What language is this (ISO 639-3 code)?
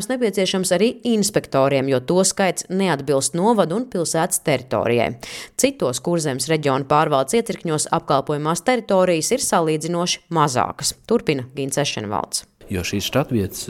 lav